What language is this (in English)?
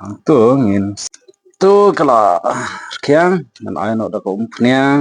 Khasi